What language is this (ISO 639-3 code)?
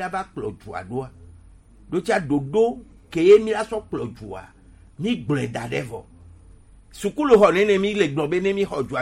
gej